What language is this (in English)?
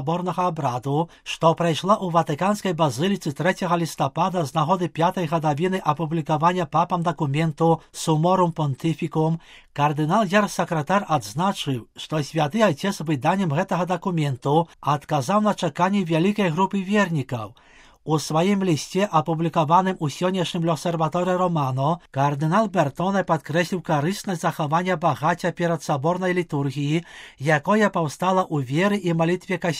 Belarusian